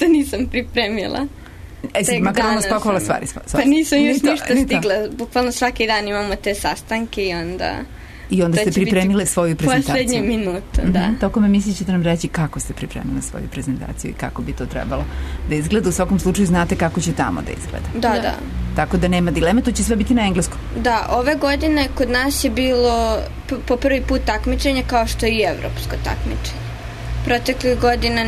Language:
Serbian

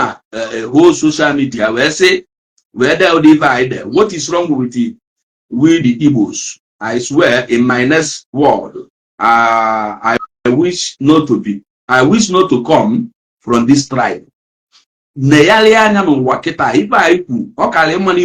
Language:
Igbo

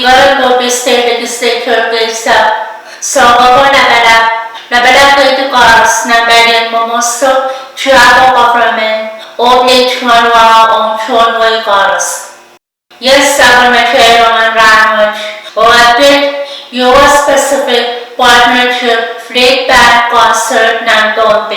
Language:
Pohnpeian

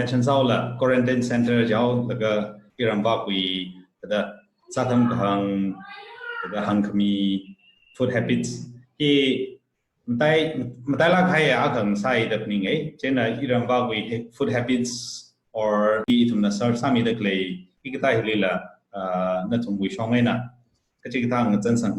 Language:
Tangkhul Naga (India)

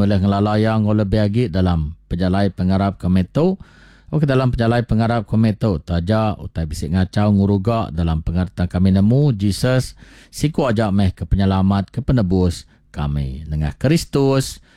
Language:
Iban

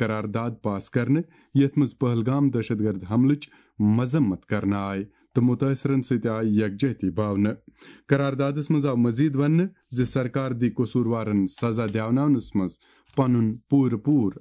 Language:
Kashmiri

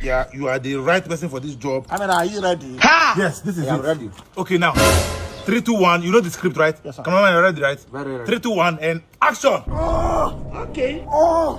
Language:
Nigerian Pidgin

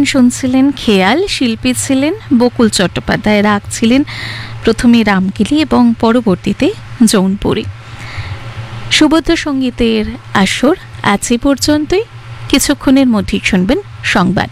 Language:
Bangla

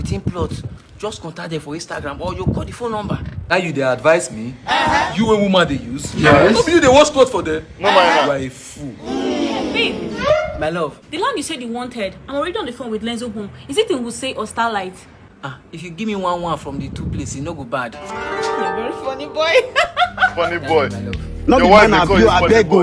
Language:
Nigerian Pidgin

